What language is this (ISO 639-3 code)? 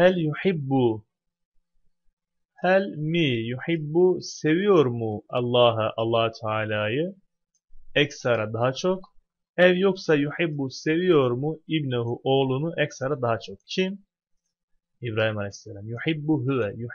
tur